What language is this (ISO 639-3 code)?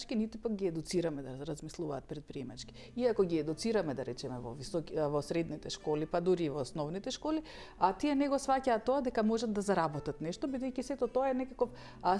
mkd